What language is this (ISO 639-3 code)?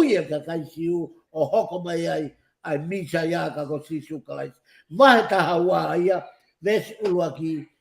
ton